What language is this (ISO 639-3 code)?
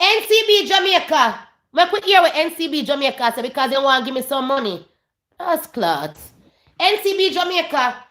jam